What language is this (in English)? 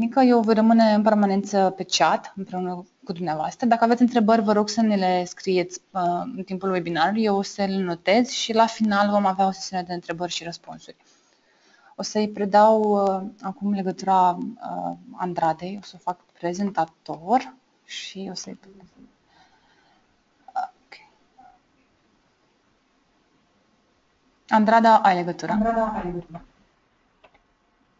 Romanian